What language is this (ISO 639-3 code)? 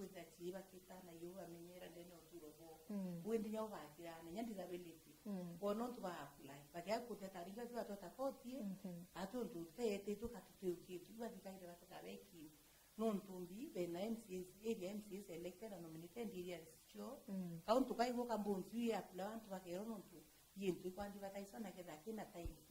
mer